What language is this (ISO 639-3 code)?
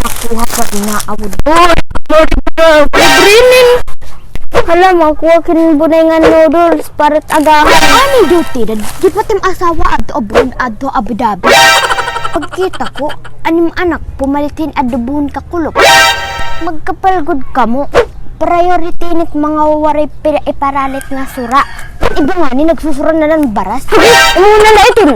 war